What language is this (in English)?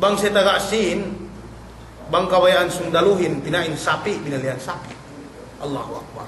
Yakan